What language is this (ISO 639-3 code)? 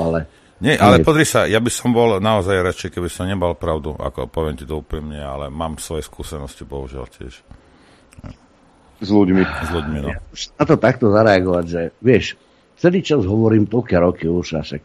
slk